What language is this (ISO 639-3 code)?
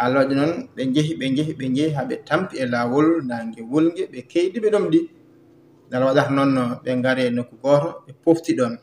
ful